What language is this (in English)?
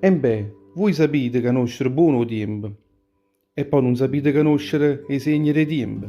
Neapolitan